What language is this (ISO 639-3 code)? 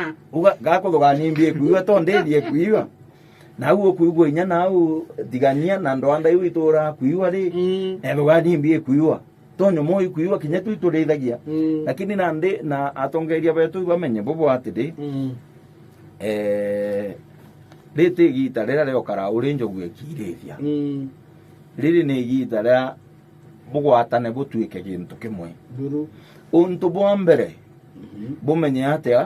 mer